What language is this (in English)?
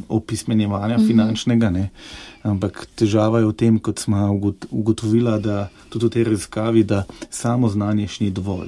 Slovenian